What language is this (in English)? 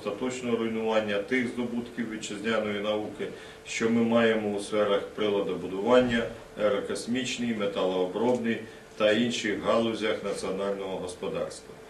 Ukrainian